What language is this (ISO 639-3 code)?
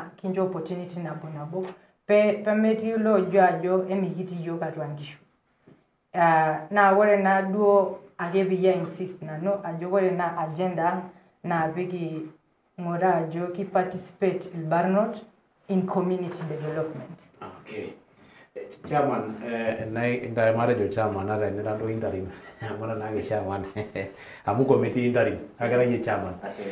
mas